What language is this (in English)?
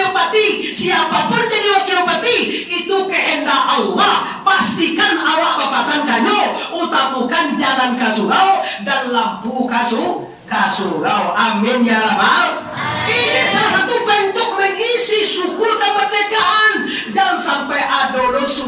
Minangkabau